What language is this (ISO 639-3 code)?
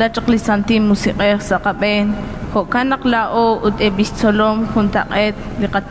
kek